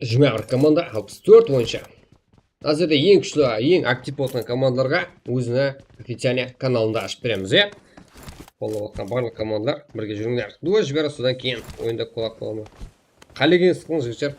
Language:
Kara-Kalpak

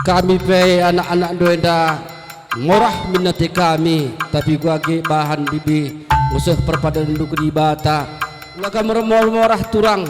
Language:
Batak Karo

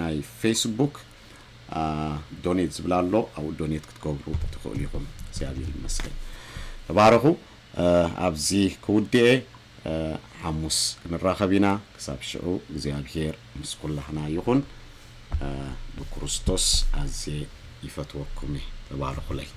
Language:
Tigrinya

